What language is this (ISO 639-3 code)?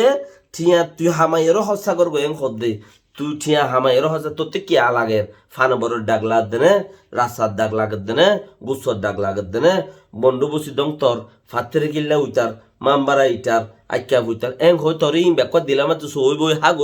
rhg